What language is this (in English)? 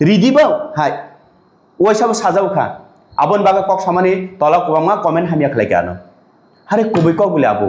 Kok Borok